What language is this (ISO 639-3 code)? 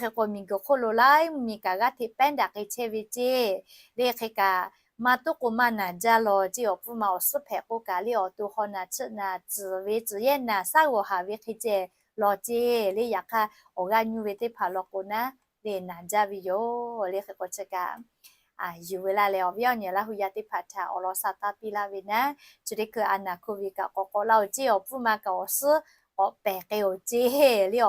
lhu